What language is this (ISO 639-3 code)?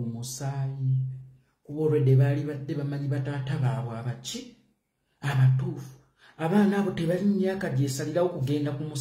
lug